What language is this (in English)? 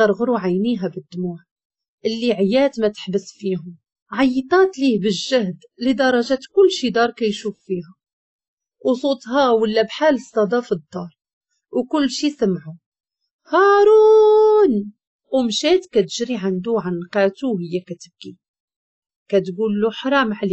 Moroccan Arabic